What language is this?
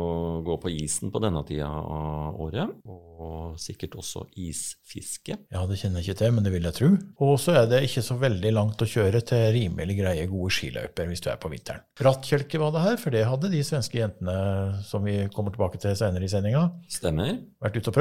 Norwegian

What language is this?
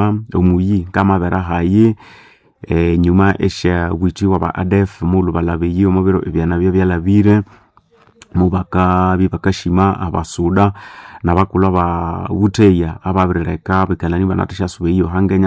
Nande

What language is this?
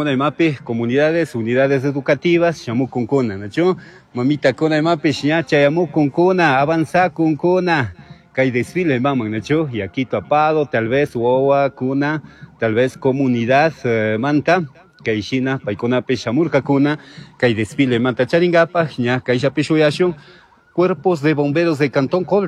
Chimborazo Highland Quichua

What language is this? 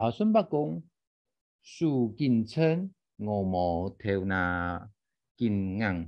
Hakka Chinese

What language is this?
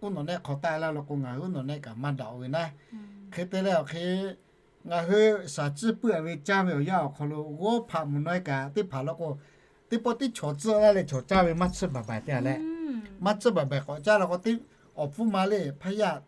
Lahu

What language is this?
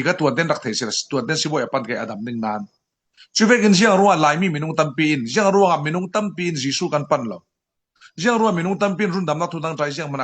Falam Chin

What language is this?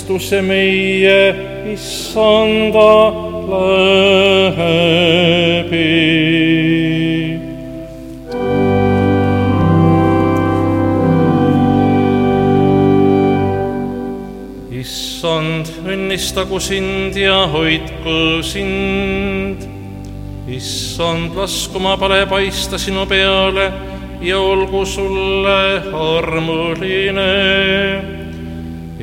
Estonian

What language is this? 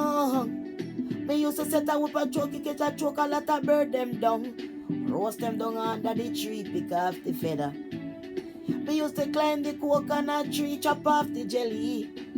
Jamaican Creole English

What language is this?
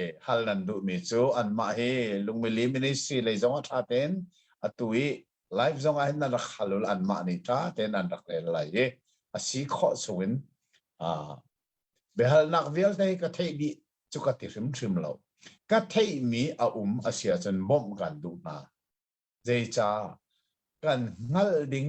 Hakha Chin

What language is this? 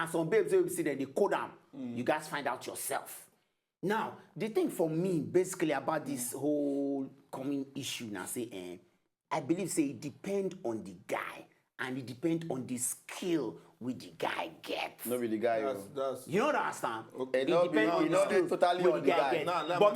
Nigerian Pidgin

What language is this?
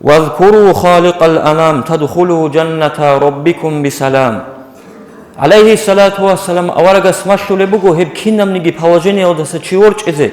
Avaric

